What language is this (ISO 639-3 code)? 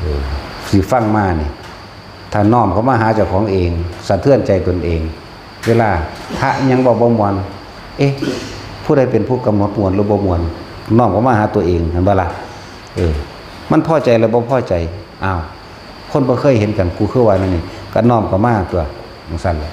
lao